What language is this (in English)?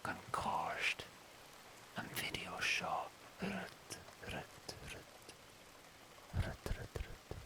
Scottish Gaelic